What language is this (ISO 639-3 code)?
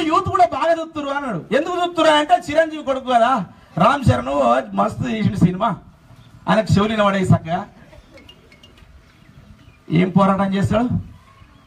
tel